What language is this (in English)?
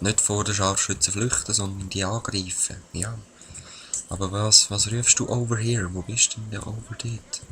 Swiss German